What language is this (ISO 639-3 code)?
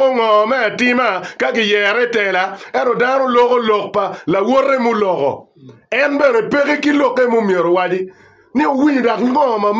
ach